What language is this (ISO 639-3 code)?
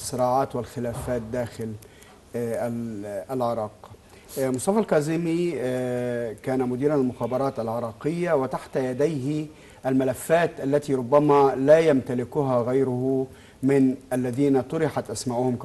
ara